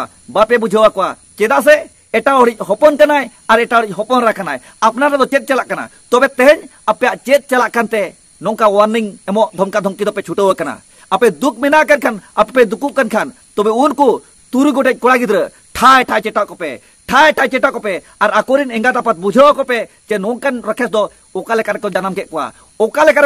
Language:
Santali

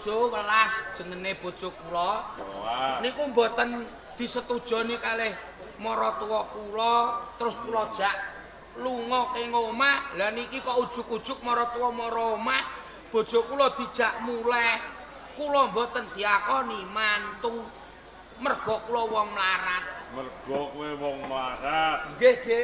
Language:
Javanese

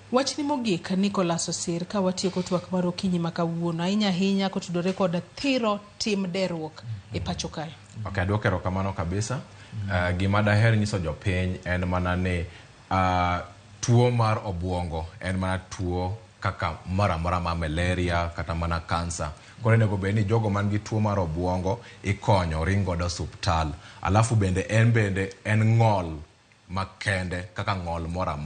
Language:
Luo (Kenya and Tanzania)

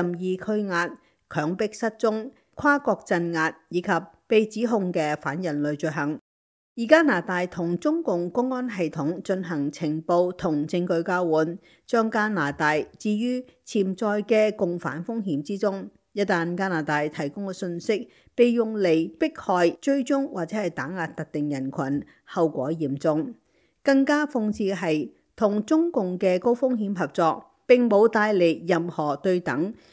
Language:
Cantonese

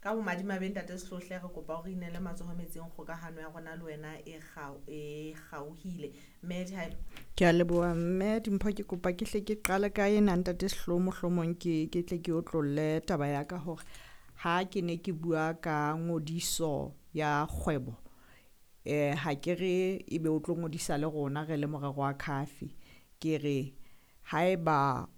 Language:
Southern Sotho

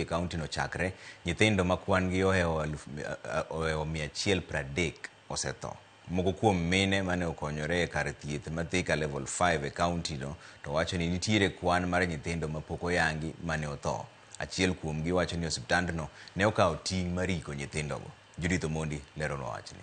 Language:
Luo (Kenya and Tanzania)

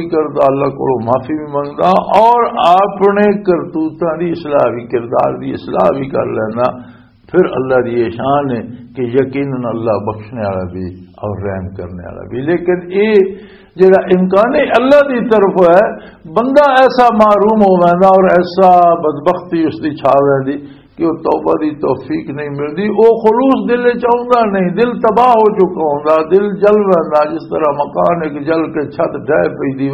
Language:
Western Panjabi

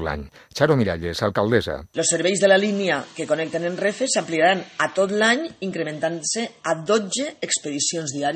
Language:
Catalan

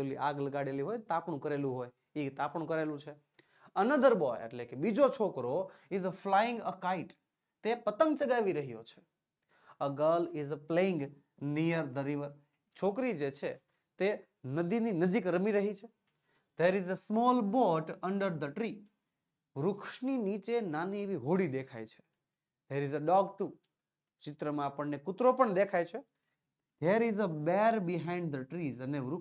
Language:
Gujarati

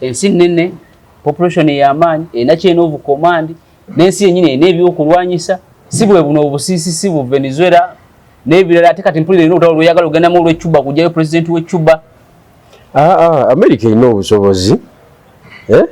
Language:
Ganda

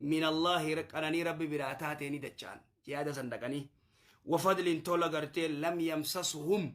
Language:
Oromo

